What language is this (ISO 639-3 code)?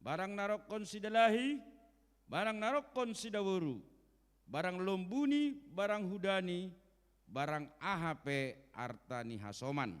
bts